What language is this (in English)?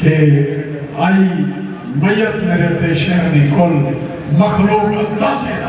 Saraiki